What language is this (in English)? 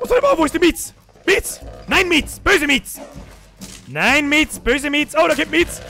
Bavarian